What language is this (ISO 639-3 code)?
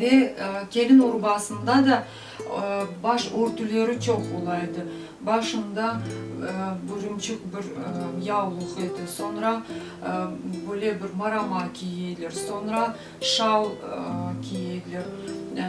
crh